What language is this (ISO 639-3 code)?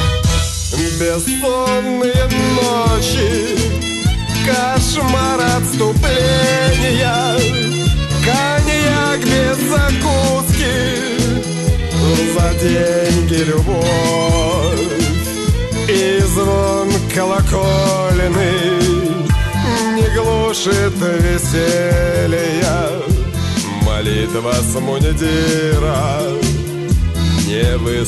rus